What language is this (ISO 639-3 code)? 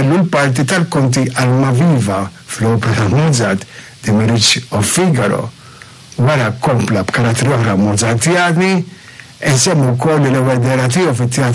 mlt